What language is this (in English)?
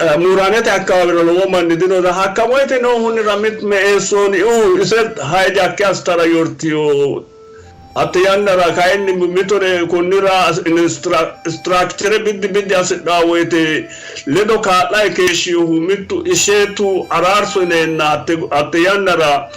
Sidamo